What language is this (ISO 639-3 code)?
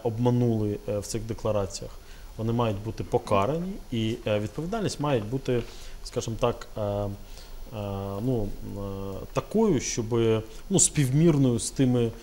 ukr